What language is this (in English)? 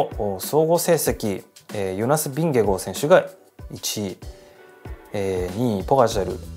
Japanese